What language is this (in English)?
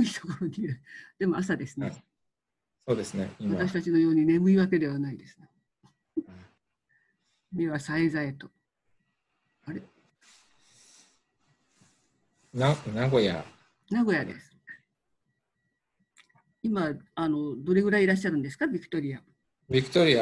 Japanese